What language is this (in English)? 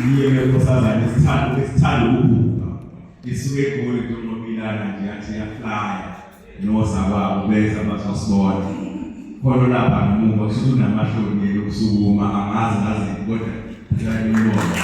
Zulu